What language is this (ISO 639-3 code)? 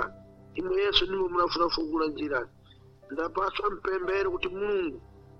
seh